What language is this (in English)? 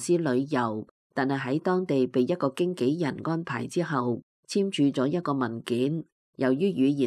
Cantonese